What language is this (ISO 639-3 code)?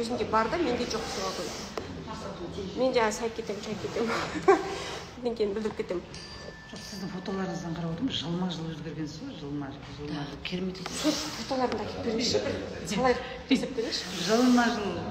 kaz